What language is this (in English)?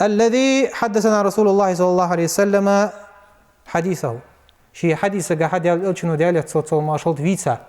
Ingush